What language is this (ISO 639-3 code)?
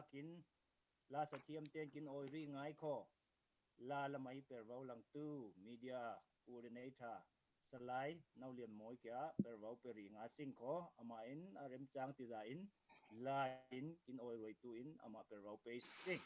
cfm